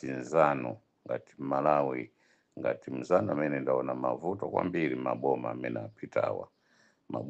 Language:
Nyanja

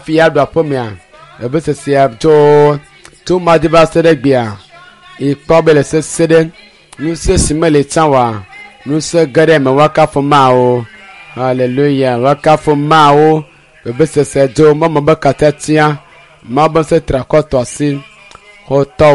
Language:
Ewe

